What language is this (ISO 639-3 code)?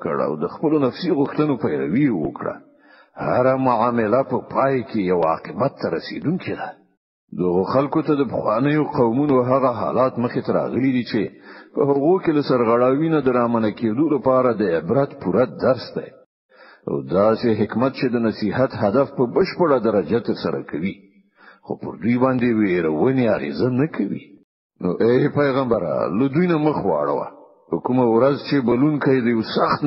pus